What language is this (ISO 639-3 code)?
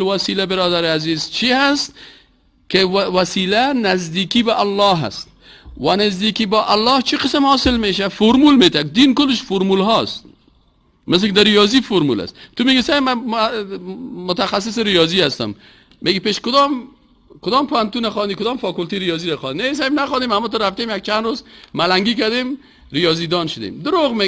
fas